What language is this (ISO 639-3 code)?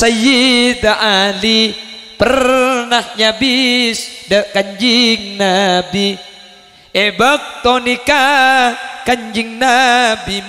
mad